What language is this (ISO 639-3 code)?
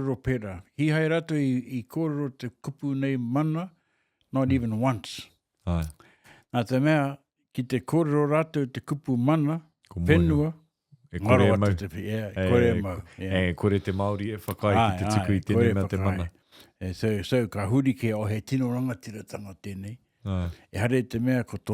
mri